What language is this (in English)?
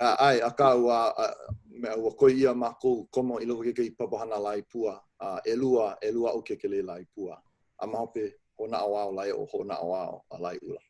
Hawaiian